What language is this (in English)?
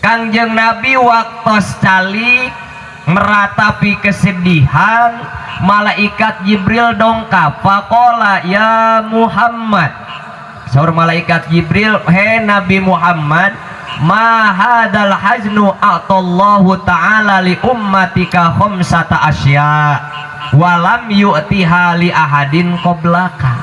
Sundanese